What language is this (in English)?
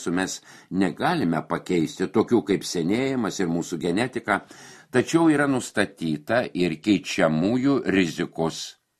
Lithuanian